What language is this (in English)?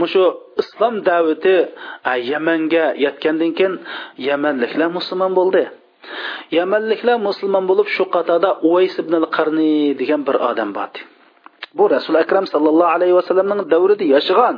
Uyghur